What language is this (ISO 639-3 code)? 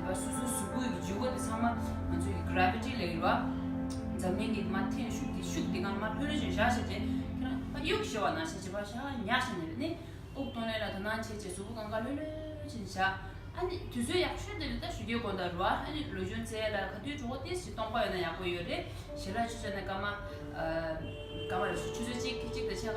bod